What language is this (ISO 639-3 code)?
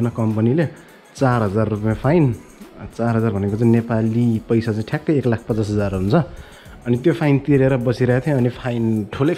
nep